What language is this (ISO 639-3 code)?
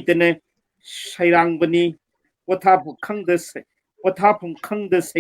mni